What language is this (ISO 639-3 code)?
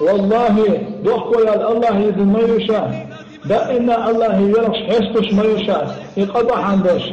che